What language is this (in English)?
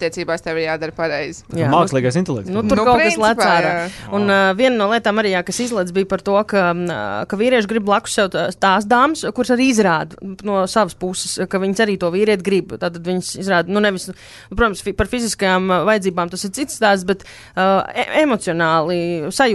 Latvian